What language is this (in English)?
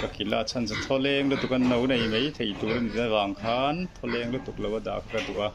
Mizo